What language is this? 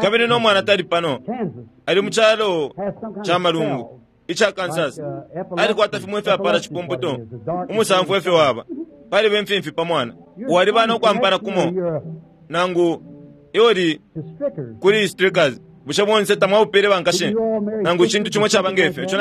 Bemba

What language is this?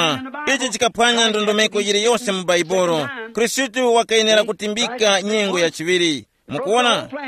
Tumbuka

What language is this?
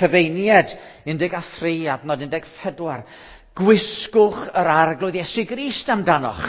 Welsh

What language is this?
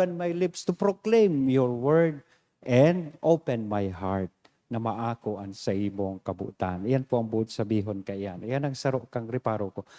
Bikol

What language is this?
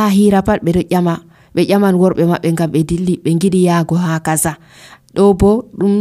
Nigerian Fulfulde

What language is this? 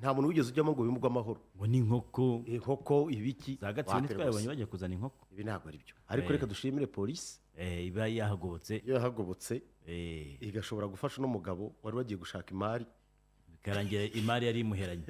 Kinyarwanda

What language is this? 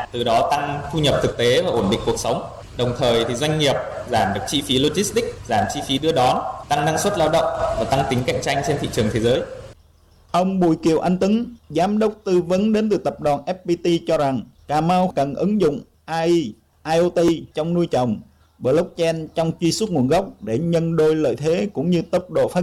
Vietnamese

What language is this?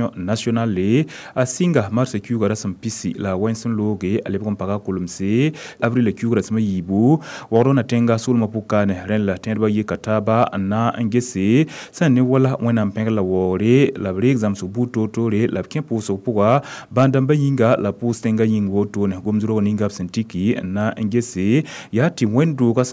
Mossi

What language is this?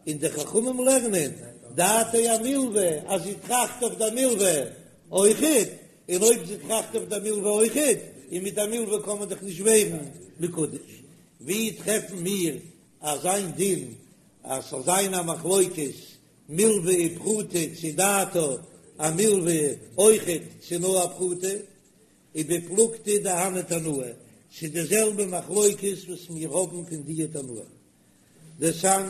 Yiddish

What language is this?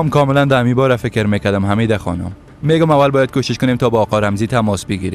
Persian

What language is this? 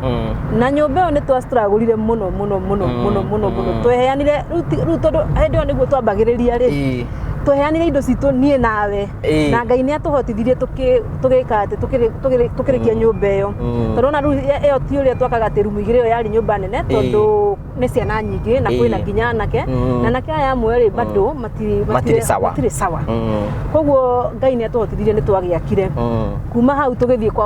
Kikuyu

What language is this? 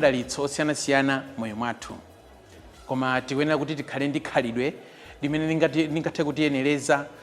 Nyanja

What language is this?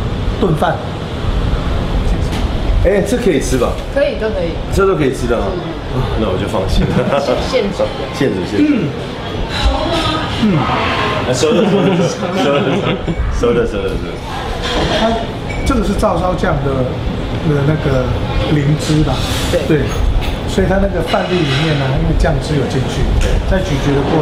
Chinese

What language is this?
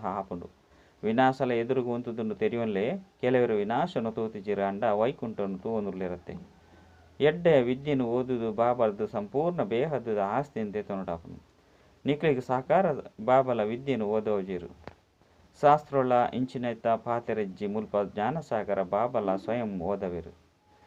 Tulu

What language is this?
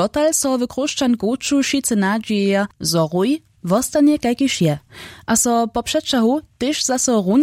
Upper Sorbian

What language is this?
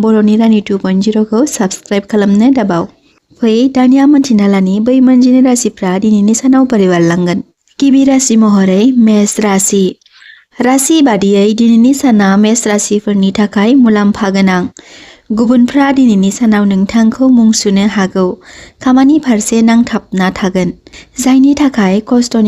Bodo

